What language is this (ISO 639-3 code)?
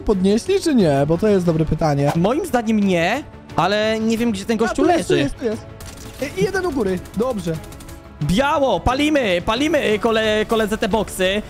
pol